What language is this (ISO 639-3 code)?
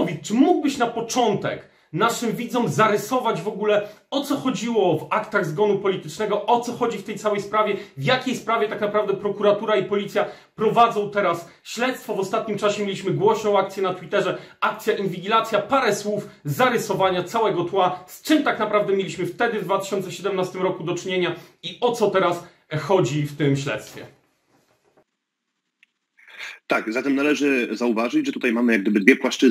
pol